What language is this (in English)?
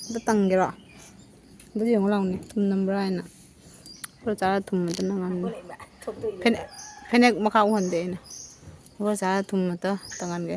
Manipuri